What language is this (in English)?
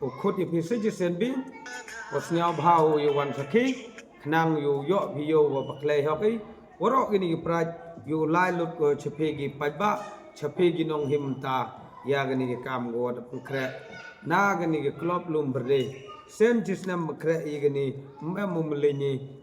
Pnar